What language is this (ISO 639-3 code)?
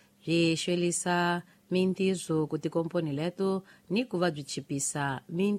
tso